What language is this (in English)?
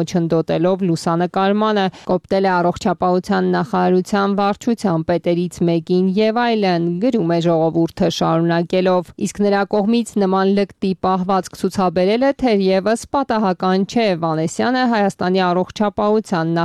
Armenian